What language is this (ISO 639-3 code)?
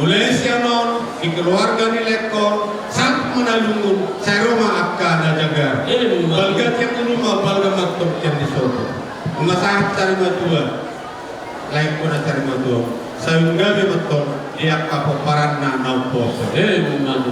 bbc